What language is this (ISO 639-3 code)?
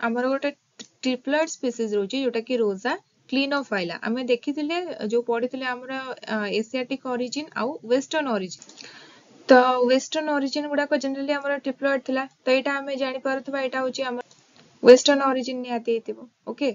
ori